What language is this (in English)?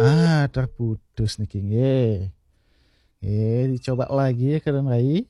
Balinese